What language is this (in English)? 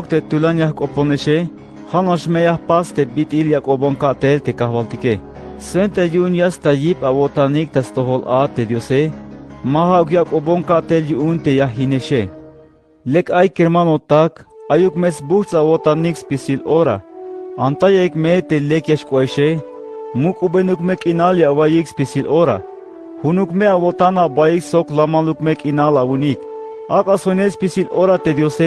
Tzeltal